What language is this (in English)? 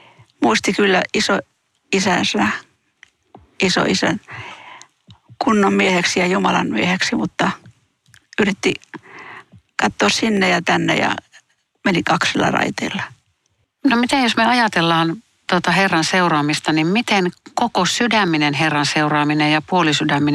Finnish